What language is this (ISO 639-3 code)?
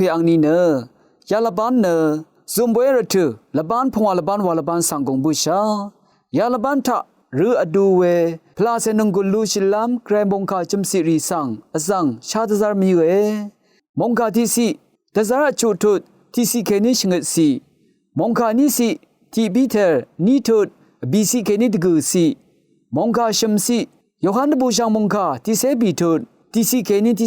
raw